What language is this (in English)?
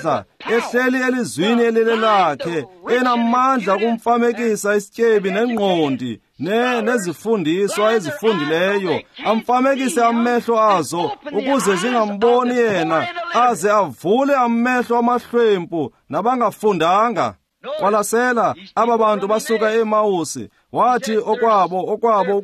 Xhosa